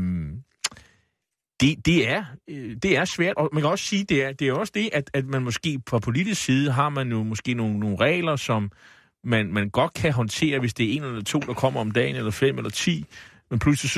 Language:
Danish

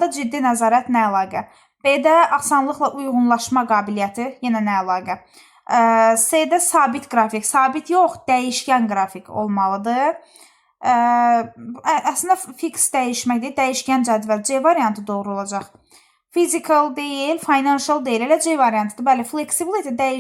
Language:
Azerbaijani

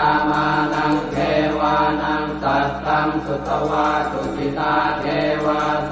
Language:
Pali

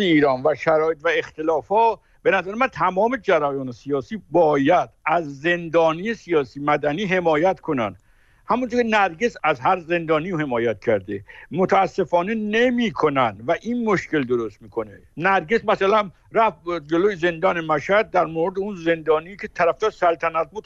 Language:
Persian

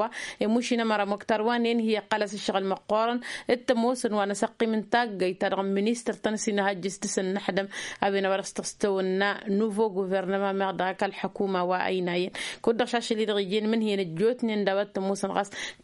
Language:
Tamasheq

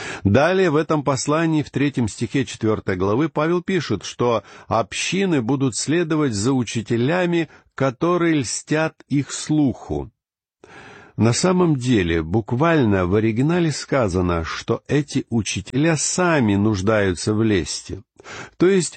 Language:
Russian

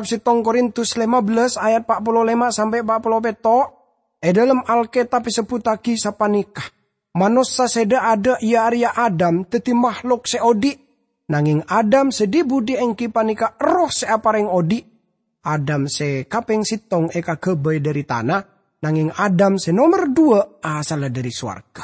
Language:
Madurese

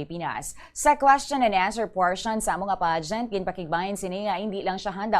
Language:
Hiligaynon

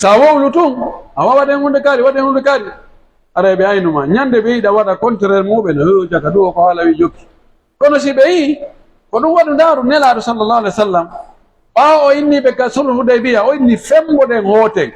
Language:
Pular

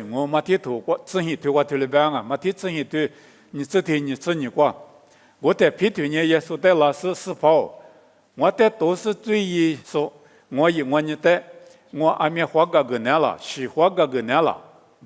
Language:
Lisu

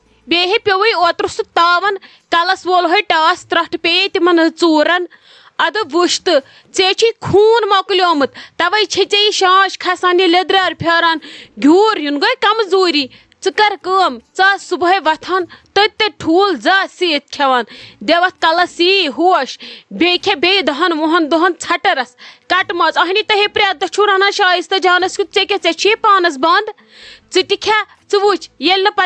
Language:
Kashmiri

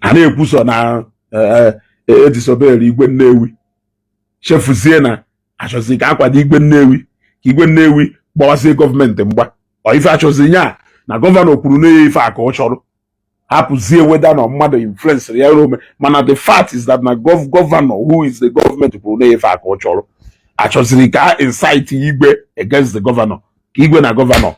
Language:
Igbo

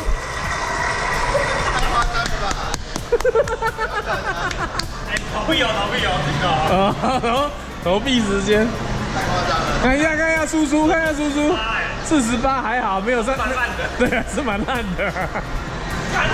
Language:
Chinese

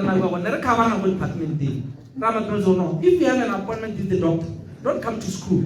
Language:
Tswana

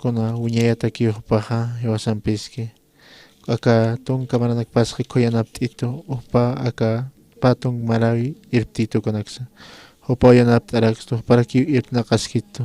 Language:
Aymara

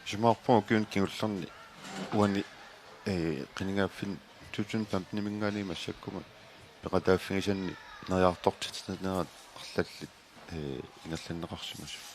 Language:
Kalaallisut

